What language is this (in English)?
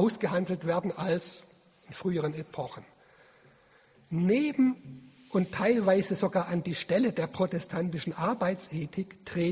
German